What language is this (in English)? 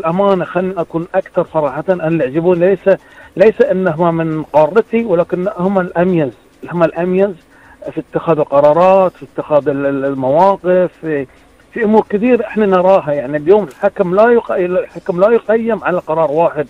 Gulf Arabic